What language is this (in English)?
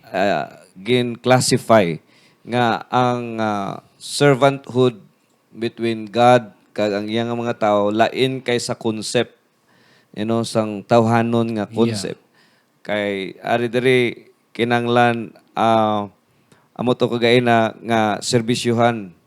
Hiligaynon